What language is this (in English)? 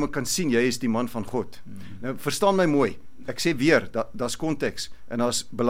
Afrikaans